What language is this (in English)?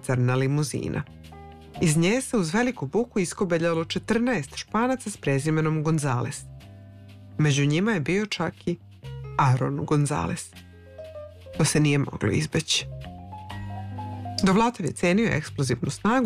Serbian